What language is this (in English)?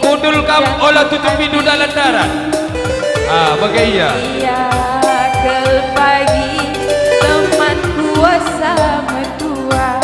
Batak Karo